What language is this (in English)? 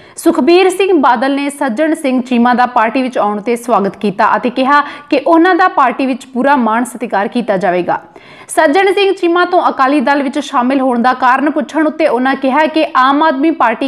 Punjabi